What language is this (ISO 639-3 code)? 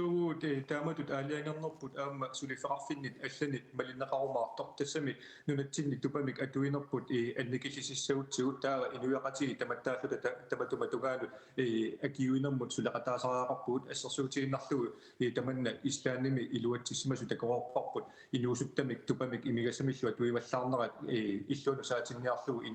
kal